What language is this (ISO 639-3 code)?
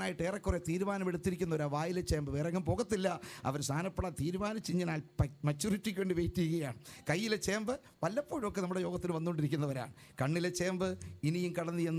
mal